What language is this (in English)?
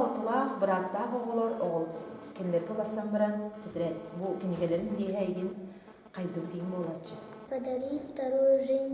Yakut